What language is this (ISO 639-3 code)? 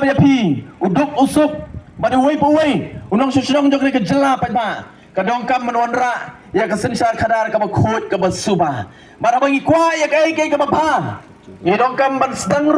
kha